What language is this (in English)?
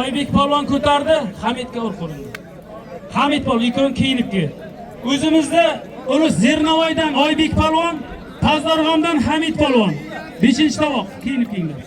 Uzbek